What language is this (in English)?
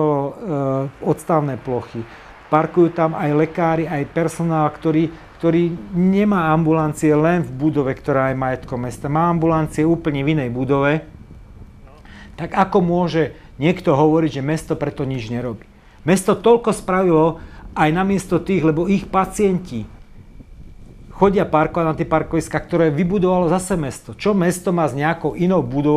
Slovak